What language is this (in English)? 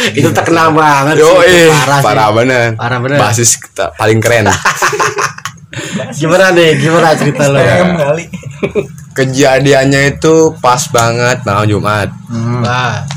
Indonesian